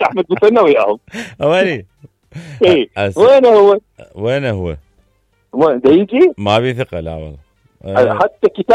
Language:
Mesopotamian Arabic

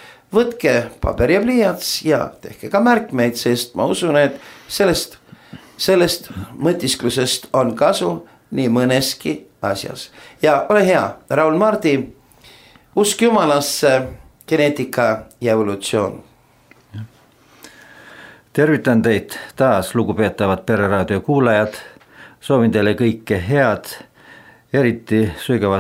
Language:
Estonian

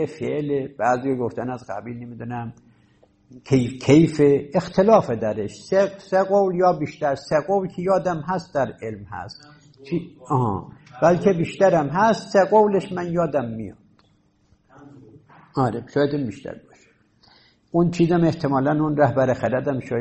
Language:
Persian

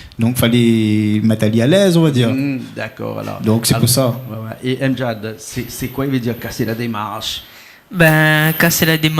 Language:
Réunion Creole French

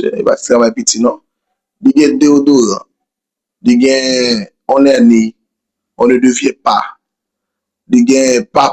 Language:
Haitian Creole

